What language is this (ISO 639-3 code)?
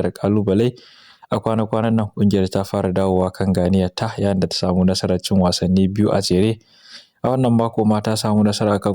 hau